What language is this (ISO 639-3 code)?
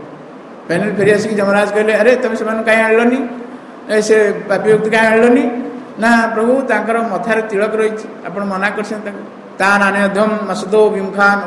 ori